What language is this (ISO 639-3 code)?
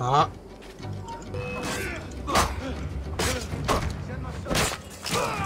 deu